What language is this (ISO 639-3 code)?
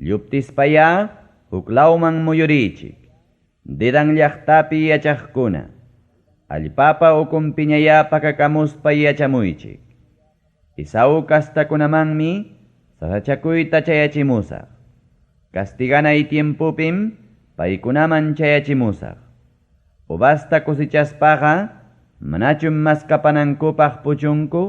quy